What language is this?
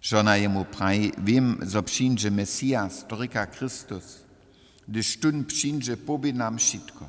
Upper Sorbian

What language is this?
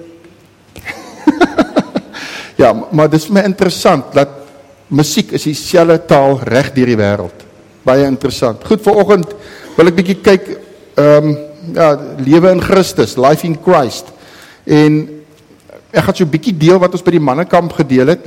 Afrikaans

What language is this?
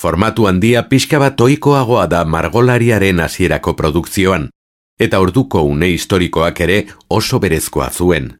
Basque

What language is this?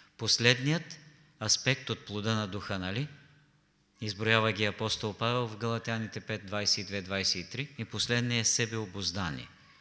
Bulgarian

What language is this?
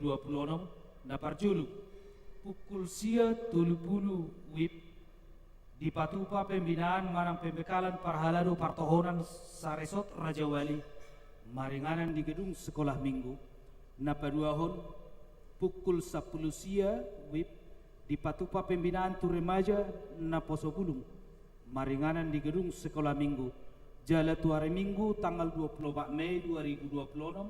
Batak Toba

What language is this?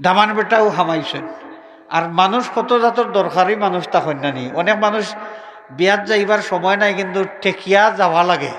Sylheti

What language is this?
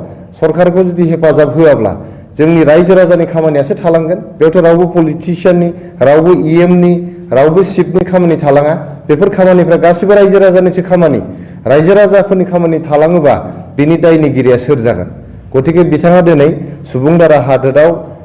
Bodo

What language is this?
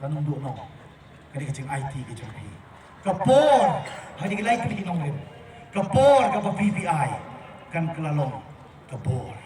Khasi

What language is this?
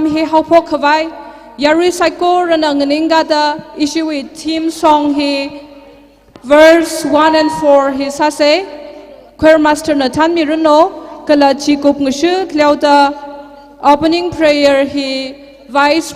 Tangkhul Naga (India)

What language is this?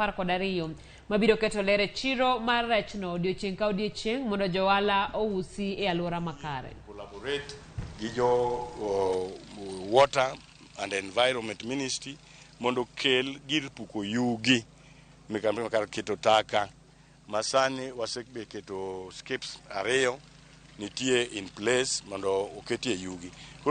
Luo (Kenya and Tanzania)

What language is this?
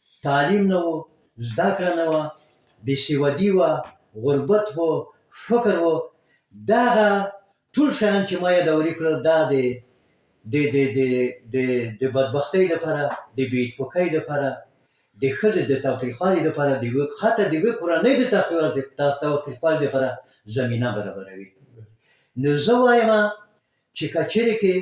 Pashto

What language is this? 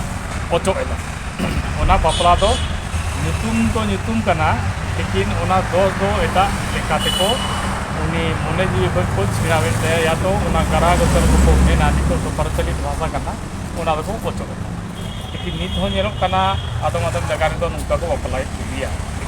Santali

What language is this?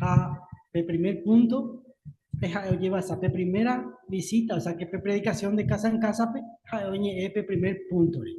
Guarani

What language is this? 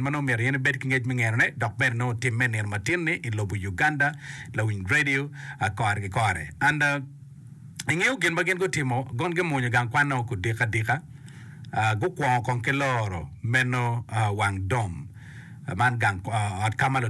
Acoli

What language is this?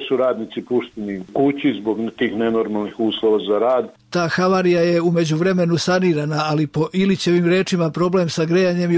Serbian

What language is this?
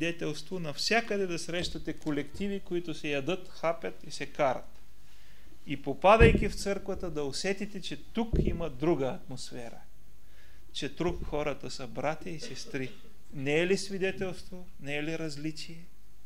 Bulgarian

